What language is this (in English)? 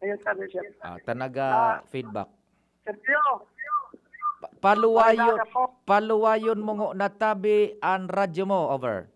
Bikol